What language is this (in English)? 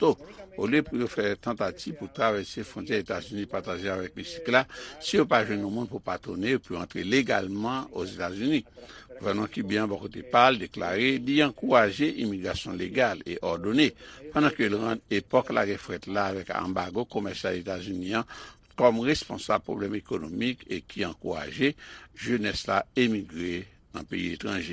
Haitian Creole